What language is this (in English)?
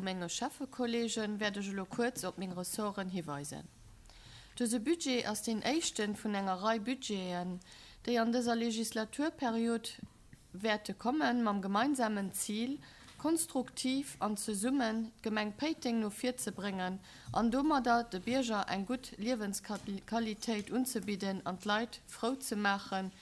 Luxembourgish